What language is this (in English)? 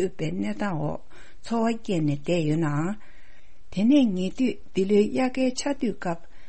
Tibetan